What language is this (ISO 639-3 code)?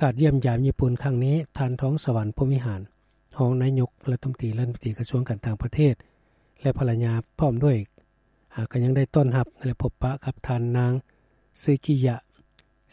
lao